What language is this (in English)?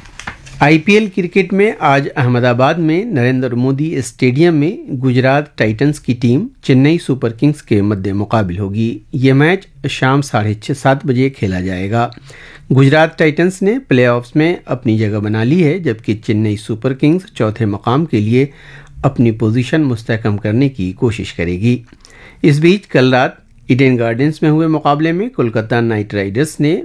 Urdu